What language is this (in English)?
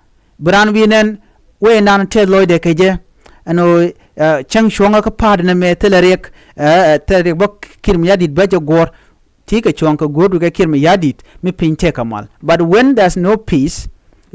Nuer